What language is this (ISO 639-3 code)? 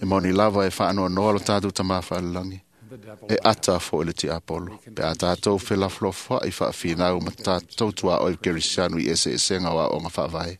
smo